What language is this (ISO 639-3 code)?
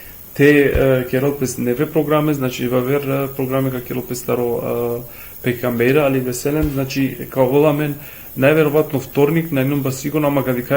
rmn